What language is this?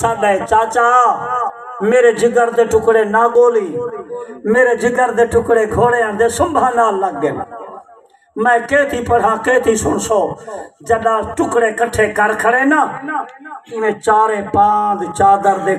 Saraiki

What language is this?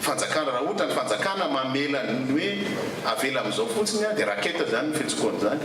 Malagasy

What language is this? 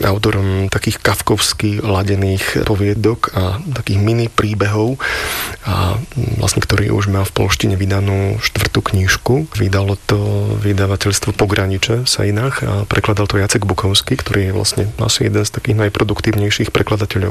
Slovak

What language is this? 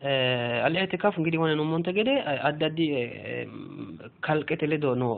Sidamo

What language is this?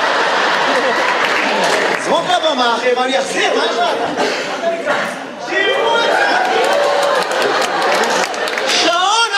Hebrew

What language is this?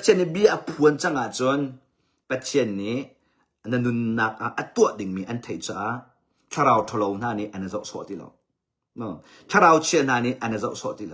Hakha Chin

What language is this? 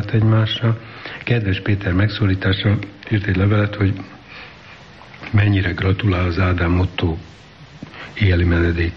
Hungarian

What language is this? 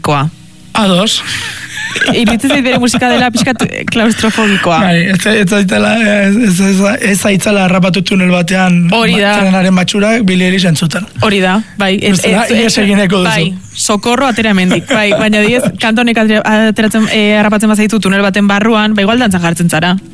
Basque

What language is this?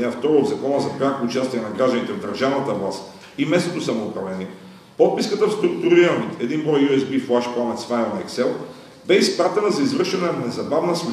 Bulgarian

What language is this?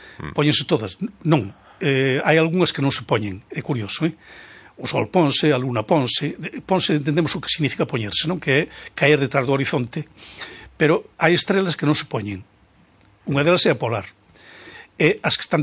Galician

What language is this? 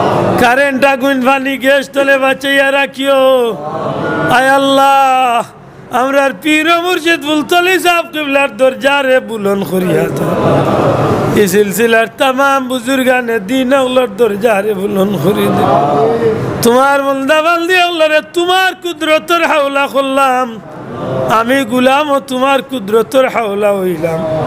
Sylheti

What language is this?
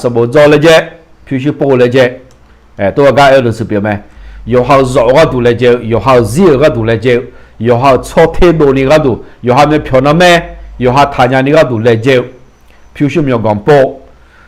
Akha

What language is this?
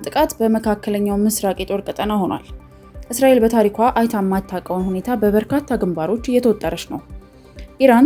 Amharic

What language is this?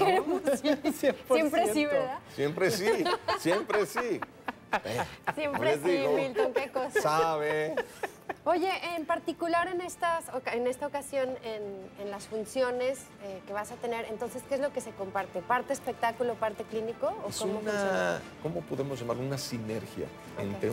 Spanish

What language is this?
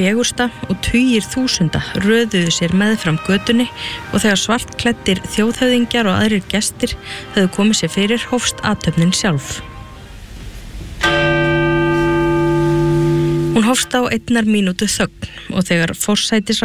Icelandic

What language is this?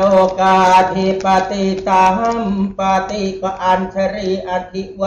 Thai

